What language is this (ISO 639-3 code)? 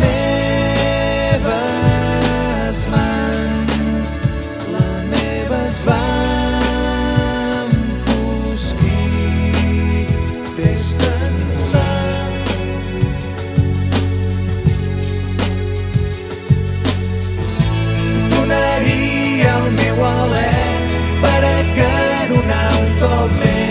cat